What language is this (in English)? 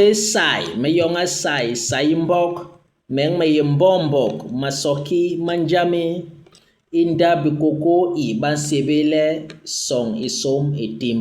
Basaa